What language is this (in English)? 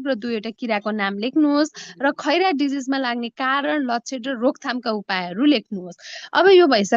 Nepali